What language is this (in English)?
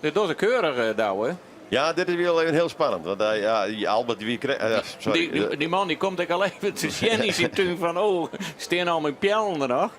Western Frisian